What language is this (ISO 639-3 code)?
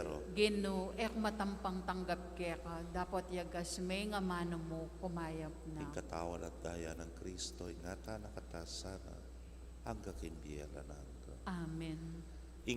pam